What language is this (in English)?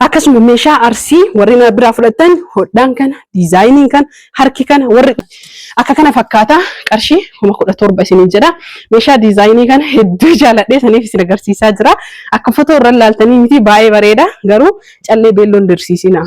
Oromo